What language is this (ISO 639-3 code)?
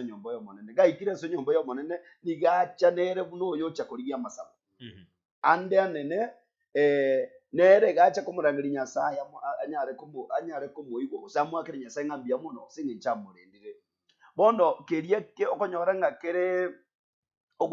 guz